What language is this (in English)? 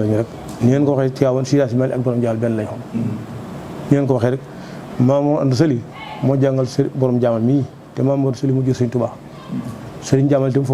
Wolof